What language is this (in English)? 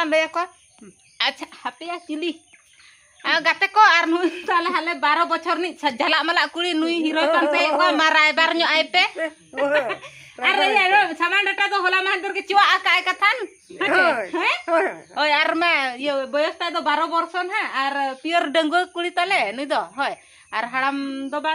Santali